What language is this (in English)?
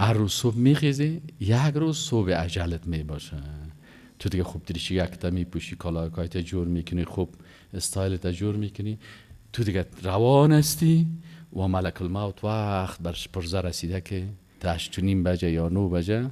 Persian